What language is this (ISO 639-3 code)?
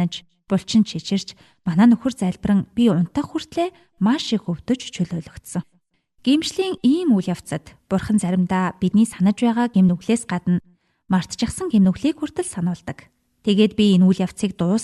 mon